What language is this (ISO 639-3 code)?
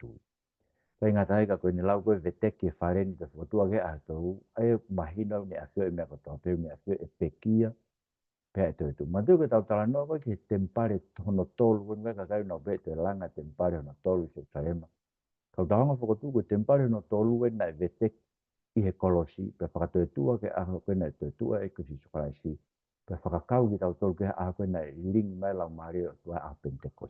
ton